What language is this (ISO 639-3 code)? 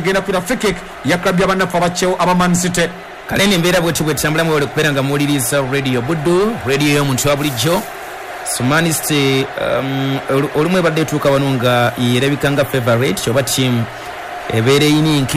lug